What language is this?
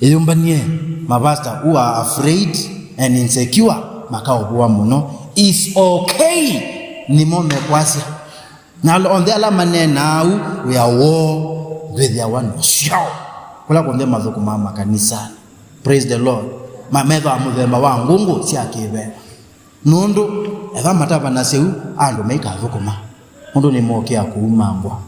Kamba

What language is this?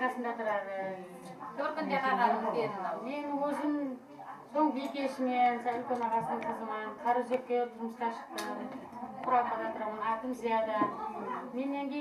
Kara-Kalpak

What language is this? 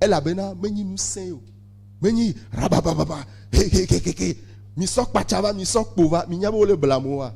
Ewe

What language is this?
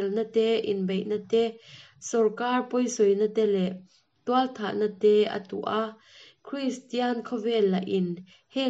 Mizo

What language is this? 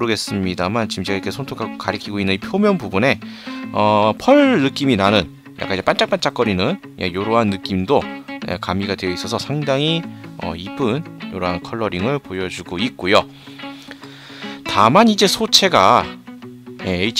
Korean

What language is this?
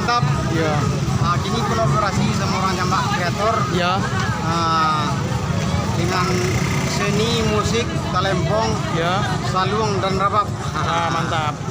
Minangkabau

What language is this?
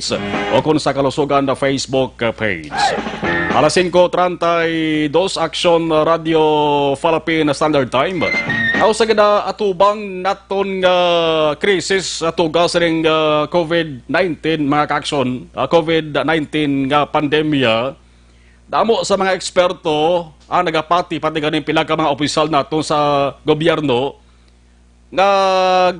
Hiligaynon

